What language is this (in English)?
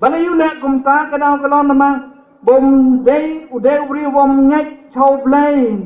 Khasi